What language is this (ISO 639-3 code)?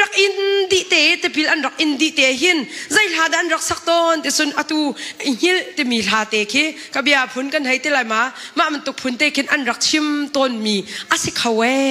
cnh